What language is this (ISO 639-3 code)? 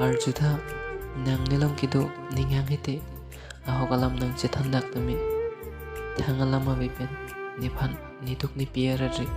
mjw